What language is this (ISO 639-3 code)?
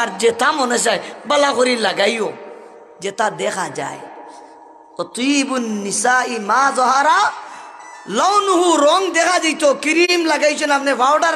syl